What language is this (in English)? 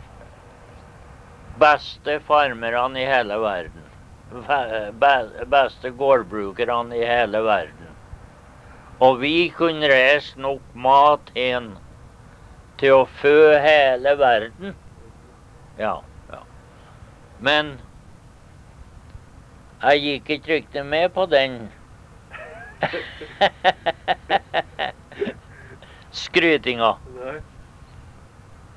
Norwegian